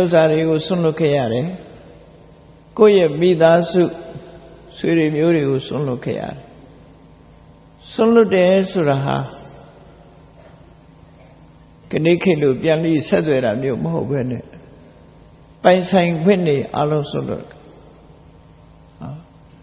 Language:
Burmese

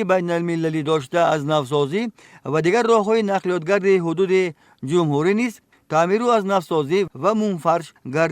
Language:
Tajik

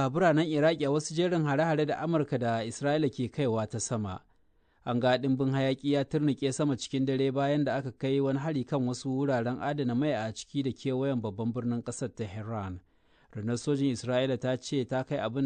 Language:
Hausa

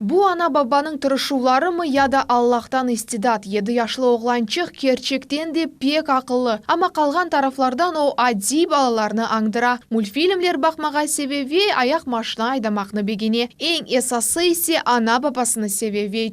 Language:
Crimean Tatar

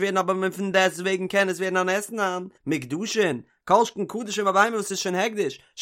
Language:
Yiddish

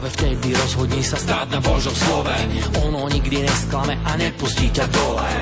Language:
Slovak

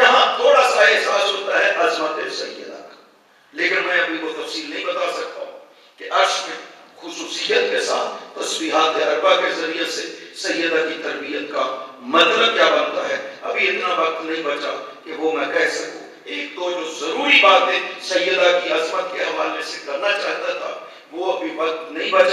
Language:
Urdu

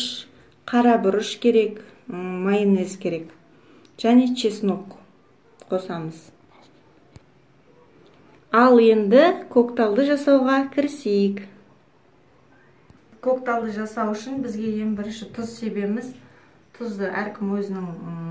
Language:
Kazakh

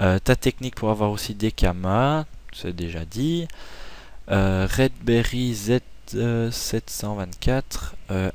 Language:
French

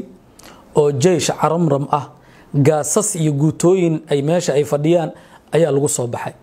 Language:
Somali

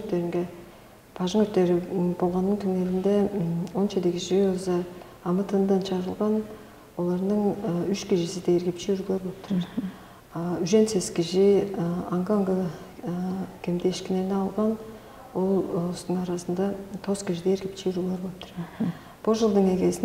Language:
Tuvinian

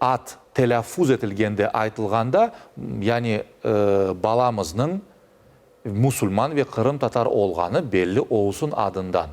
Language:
Crimean Tatar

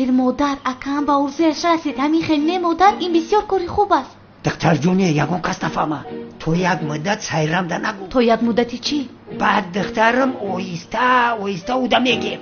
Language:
Tajik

